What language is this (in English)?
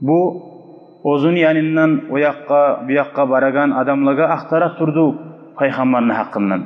Kumyk